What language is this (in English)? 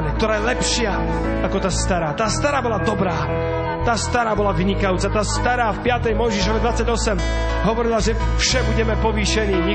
Slovak